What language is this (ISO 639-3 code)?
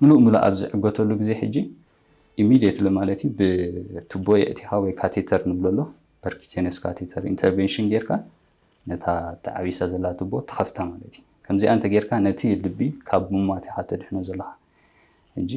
tir